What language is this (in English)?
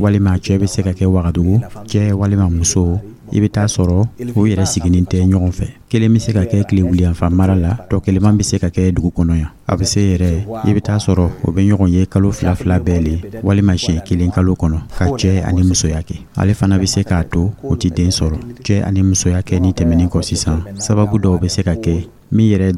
Dyula